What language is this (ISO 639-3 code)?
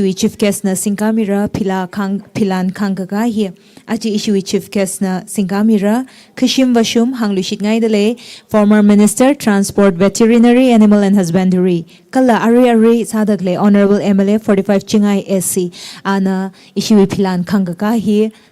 nmf